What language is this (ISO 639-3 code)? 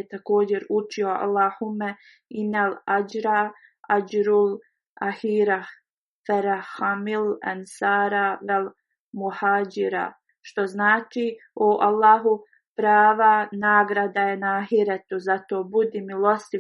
bos